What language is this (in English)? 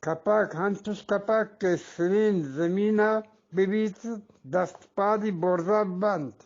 Eastern Balochi